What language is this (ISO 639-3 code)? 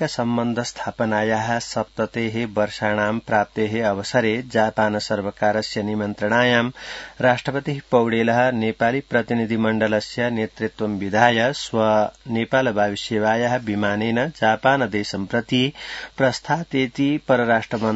san